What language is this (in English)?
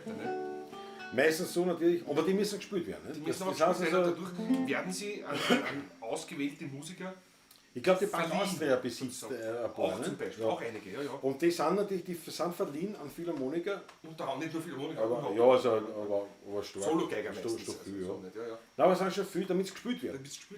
Bavarian